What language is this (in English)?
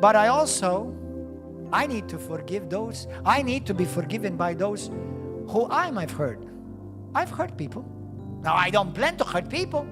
English